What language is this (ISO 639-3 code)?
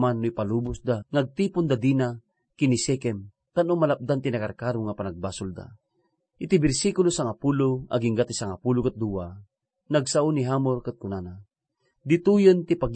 ilo